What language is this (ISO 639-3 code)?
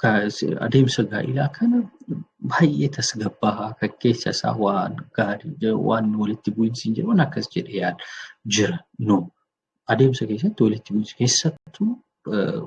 orm